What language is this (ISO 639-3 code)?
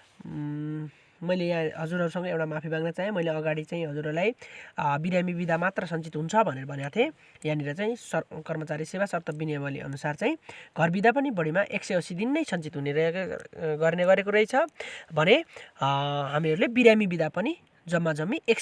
nep